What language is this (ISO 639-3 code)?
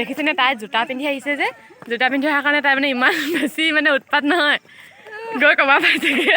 asm